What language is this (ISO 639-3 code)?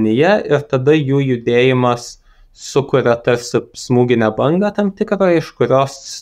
lit